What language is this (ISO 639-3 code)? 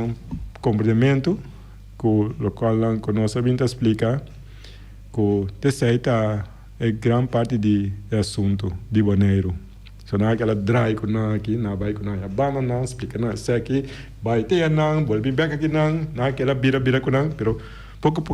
pap